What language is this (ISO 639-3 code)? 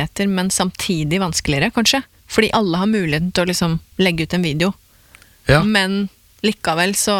nor